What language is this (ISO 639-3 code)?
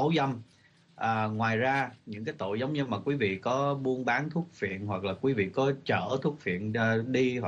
vie